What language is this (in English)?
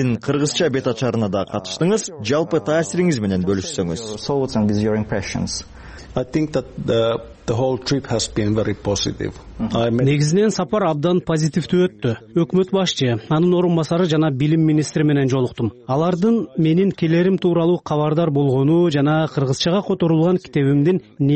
Kyrgyz